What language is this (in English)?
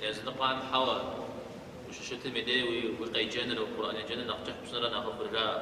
Kabardian